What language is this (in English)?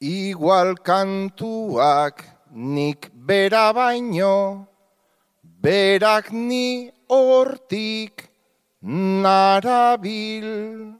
Basque